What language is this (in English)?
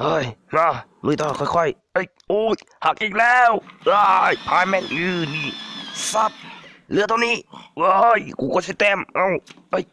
Lao